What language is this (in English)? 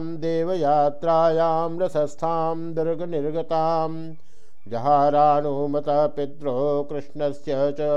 Sanskrit